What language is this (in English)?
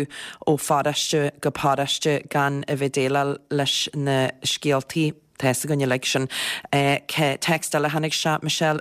Irish